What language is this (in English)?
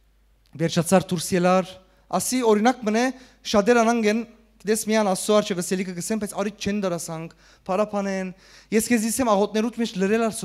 Western Armenian